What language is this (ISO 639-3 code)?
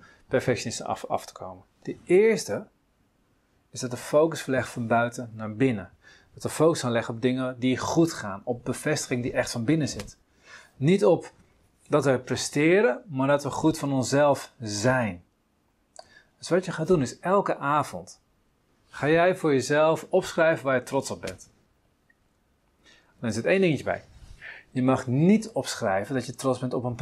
nld